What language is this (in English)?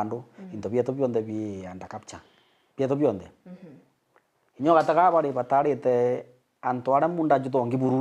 Meru